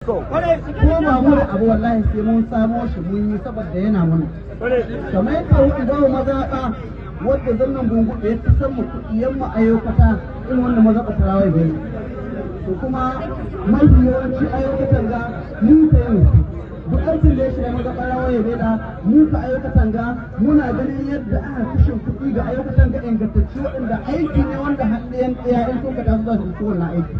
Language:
Hausa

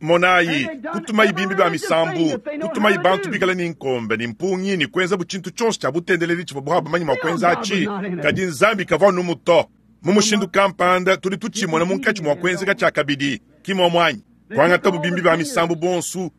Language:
Luba-Lulua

